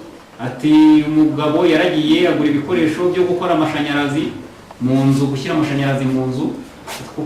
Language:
Kinyarwanda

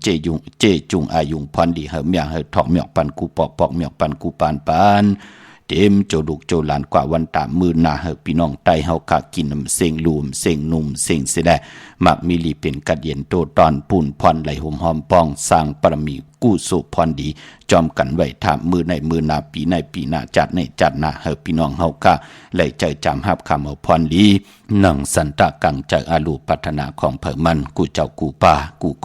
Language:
Shan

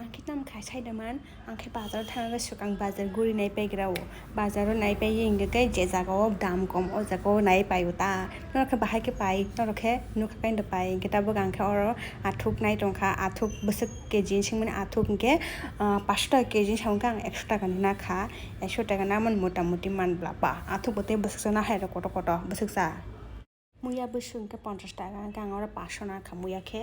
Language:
Kok Borok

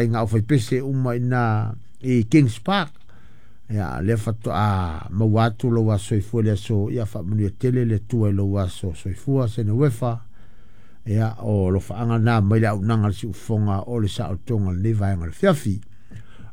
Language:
Samoan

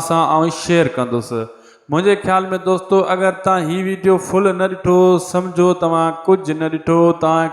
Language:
Sindhi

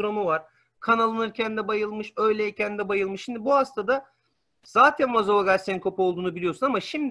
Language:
Turkish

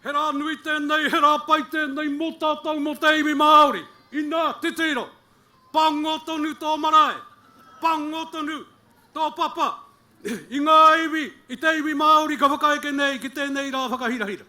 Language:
Māori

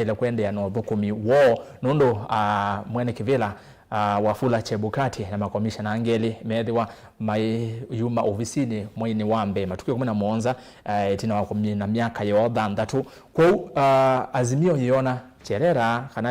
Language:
Kamba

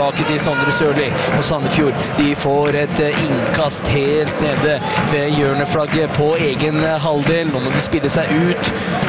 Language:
Norwegian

